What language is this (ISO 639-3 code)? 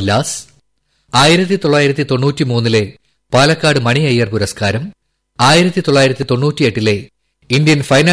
mal